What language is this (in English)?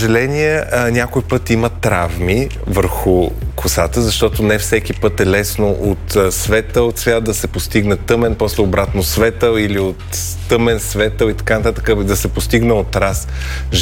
Bulgarian